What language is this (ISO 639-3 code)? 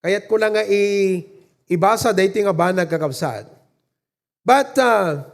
ilo